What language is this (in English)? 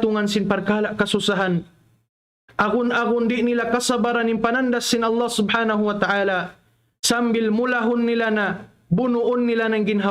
Tausug